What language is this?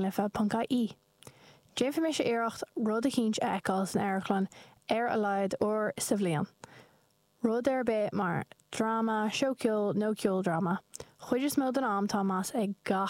Irish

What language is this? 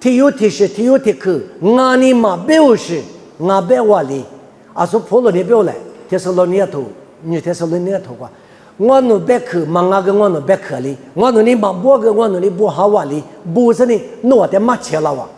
Lisu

